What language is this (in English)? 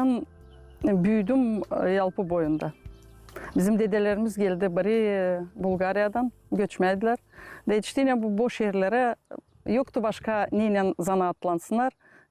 Gagauz